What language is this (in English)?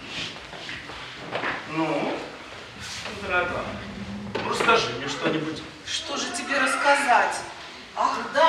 Russian